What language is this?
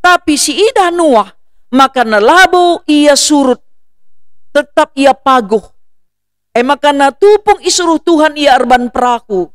Batak Karo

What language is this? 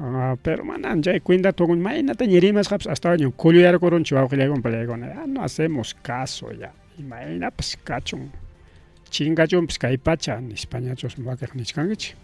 Ayacucho Quechua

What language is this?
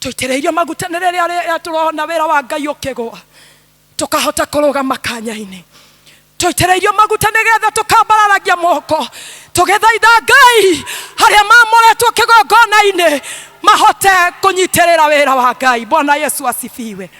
Kikuyu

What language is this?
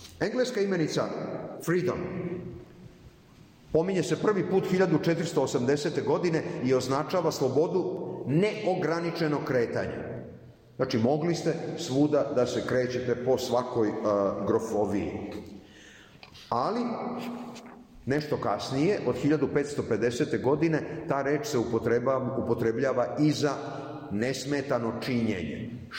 Serbian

